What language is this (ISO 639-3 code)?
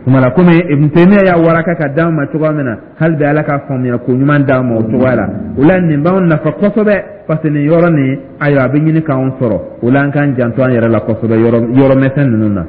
dyu